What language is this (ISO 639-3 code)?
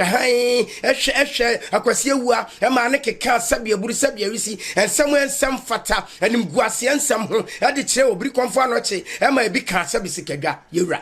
aka